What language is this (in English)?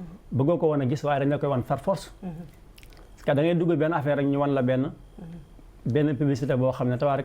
Wolof